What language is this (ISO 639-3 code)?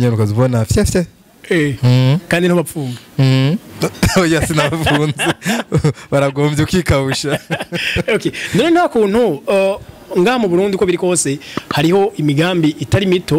run